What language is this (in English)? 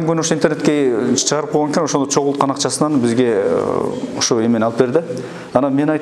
Kyrgyz